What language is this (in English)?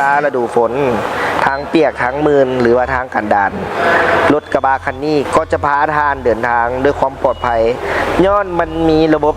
Lao